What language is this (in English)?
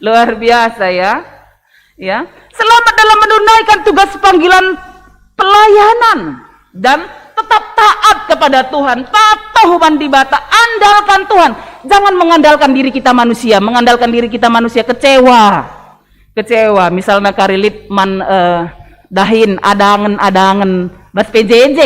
Batak Karo